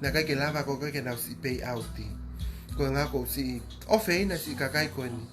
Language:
Tongan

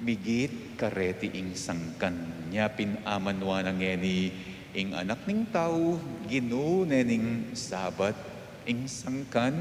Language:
Pampanga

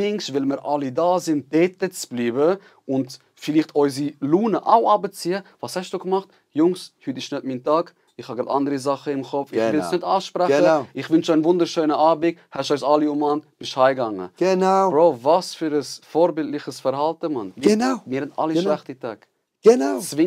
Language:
Swiss German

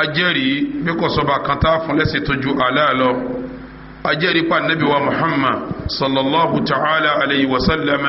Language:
Yoruba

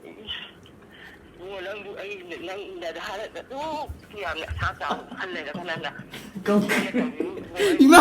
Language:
Manipuri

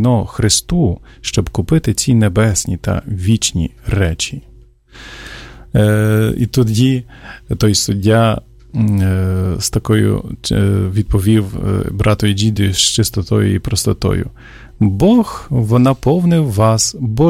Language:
Ukrainian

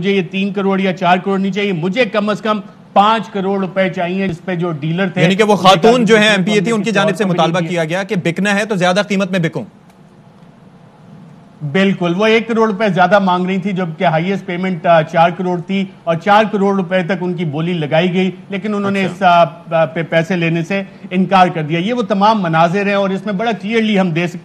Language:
Urdu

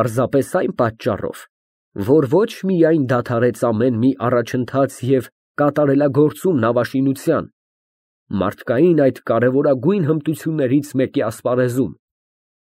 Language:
Armenian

